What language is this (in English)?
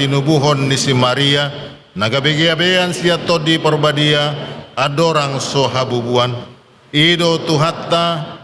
Batak Toba